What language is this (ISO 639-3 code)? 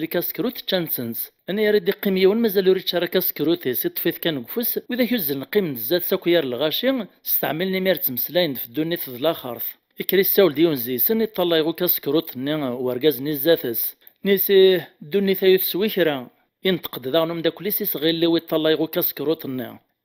kab